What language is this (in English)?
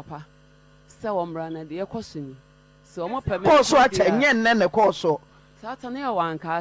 Akan